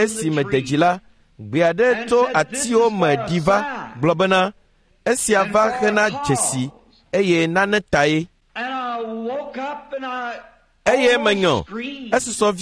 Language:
Ewe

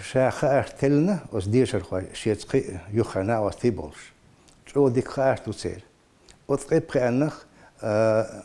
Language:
Chechen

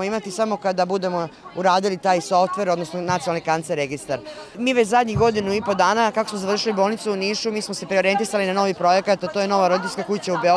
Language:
Serbian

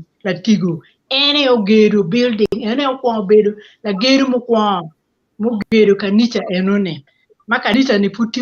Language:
Acoli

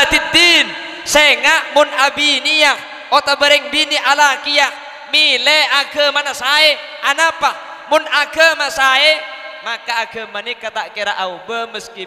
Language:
Madurese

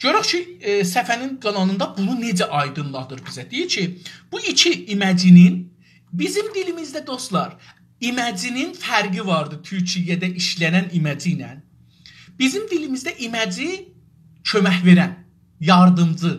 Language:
South Azerbaijani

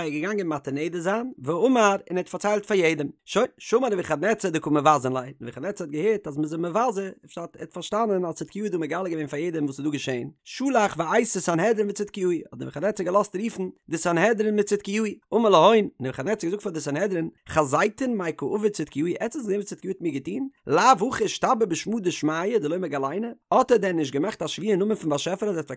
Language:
Yiddish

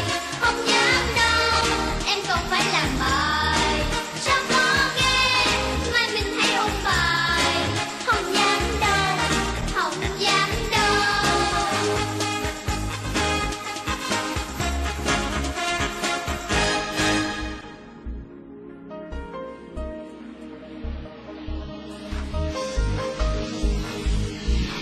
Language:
Vietnamese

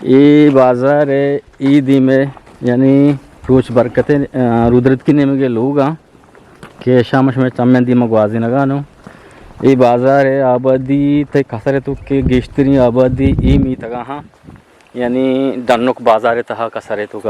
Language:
Eastern Balochi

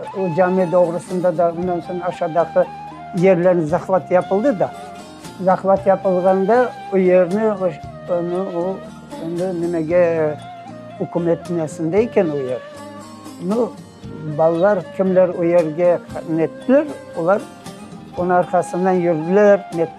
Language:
Crimean Tatar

